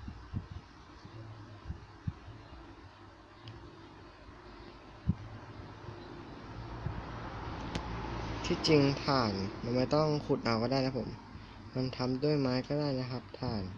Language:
Thai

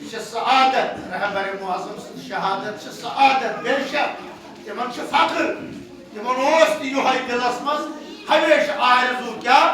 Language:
Kashmiri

